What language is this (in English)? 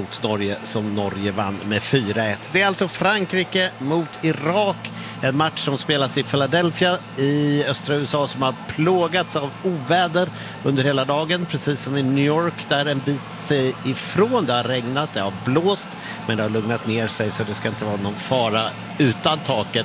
Swedish